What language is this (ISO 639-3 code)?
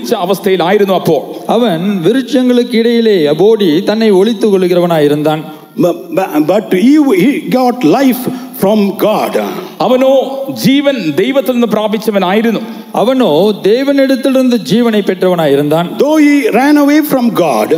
mal